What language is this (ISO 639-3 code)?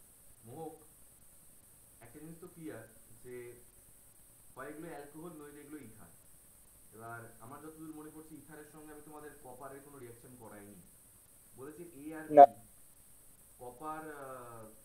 ben